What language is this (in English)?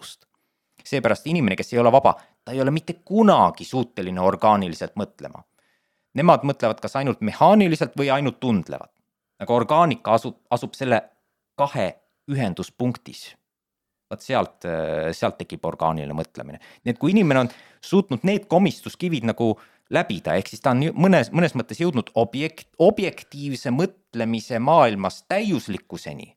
Estonian